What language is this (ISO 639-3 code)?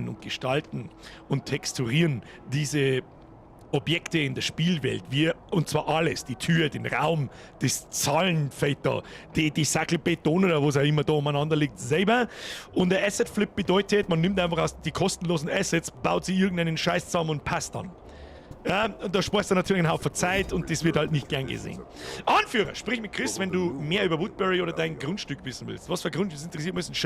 bar